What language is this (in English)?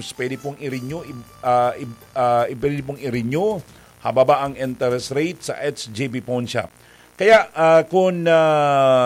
Bikol